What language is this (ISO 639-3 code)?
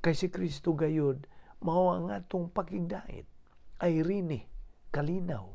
ceb